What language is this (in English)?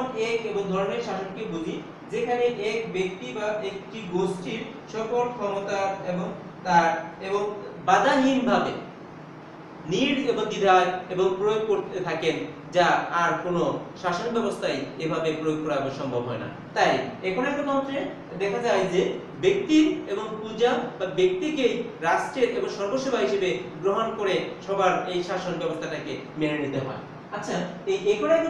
Bangla